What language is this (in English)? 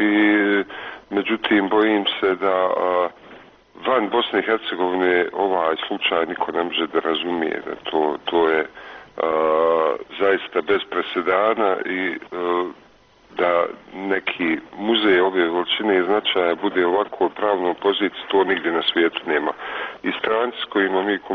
Bosnian